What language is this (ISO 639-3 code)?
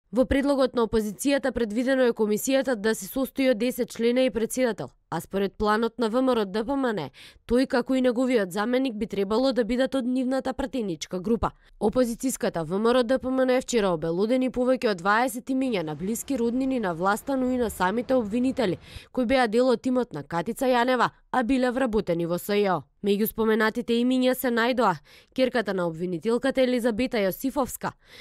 mkd